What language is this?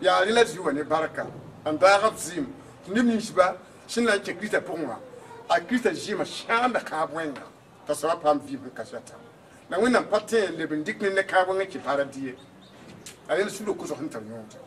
Mossi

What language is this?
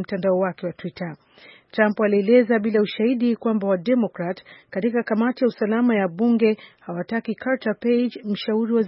Swahili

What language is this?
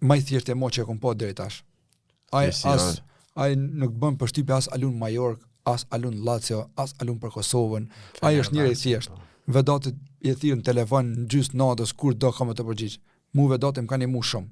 Albanian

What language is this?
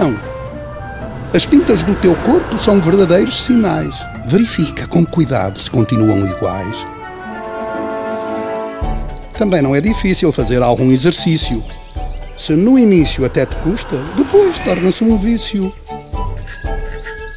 Portuguese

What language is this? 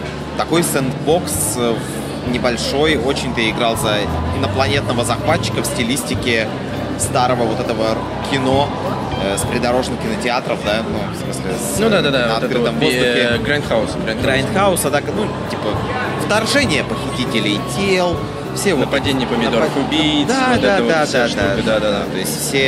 Russian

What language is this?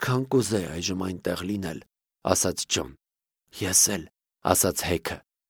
Armenian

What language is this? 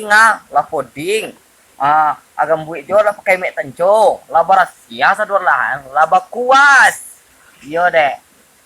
Minangkabau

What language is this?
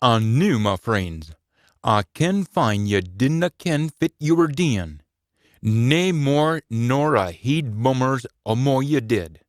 Scots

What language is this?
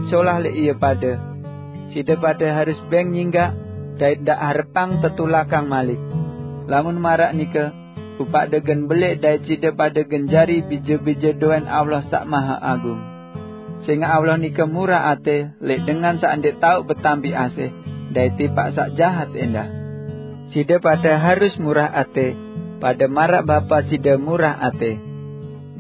Sasak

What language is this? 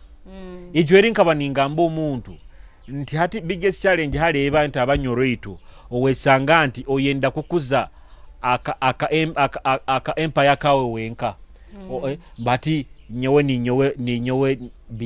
Nyoro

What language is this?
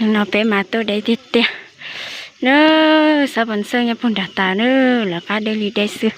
Hmong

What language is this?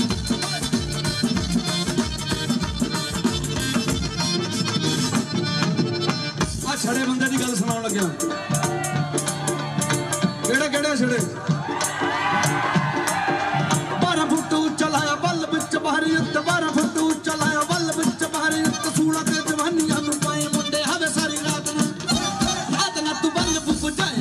Punjabi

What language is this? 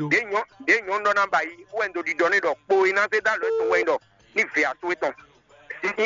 Fon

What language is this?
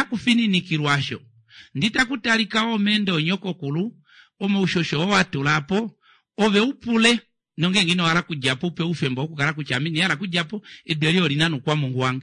Kuanyama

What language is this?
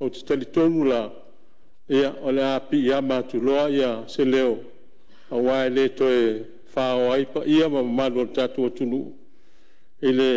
Samoan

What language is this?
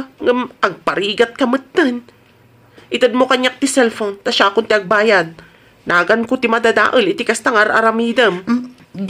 Iloko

